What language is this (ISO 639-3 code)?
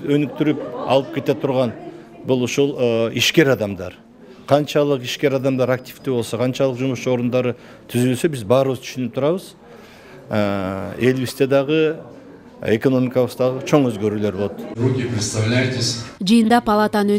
kir